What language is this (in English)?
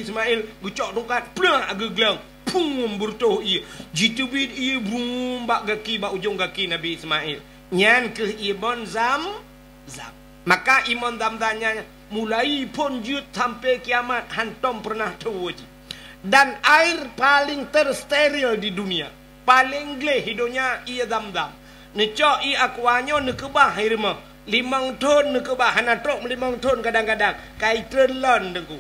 Achinese